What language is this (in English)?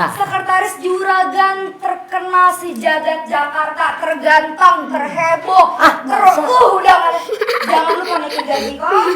Betawi